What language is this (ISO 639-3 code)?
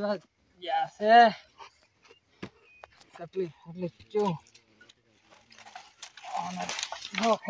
guj